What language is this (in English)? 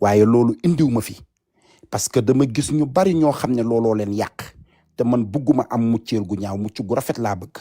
Wolof